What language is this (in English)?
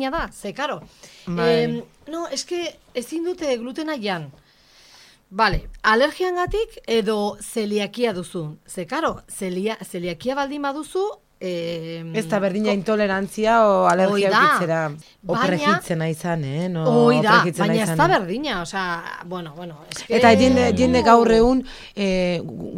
Basque